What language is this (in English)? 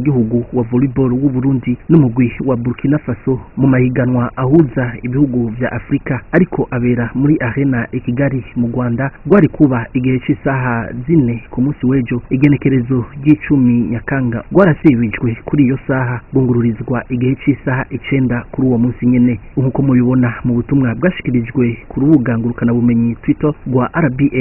Rundi